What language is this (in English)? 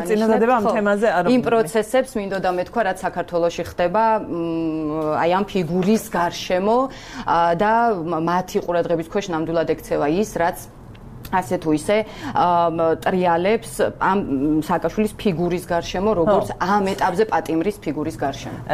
Georgian